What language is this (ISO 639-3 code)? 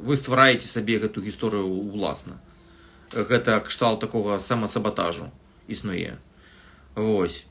bel